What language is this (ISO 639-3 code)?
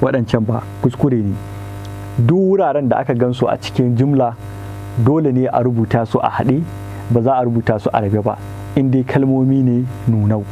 hau